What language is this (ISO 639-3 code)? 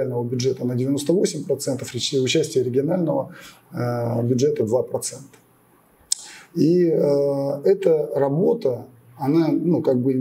rus